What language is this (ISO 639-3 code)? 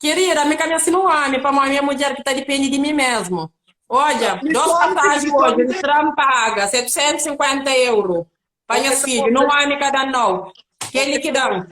kea